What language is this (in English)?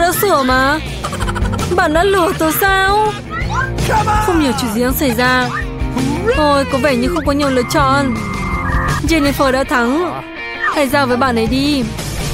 Vietnamese